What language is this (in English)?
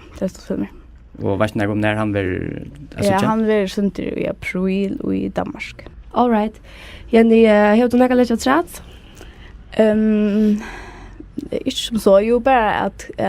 Faroese